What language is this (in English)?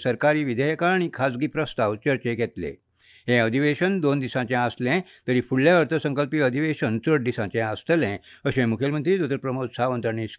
Konkani